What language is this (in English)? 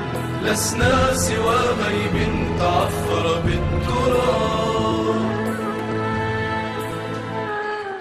Arabic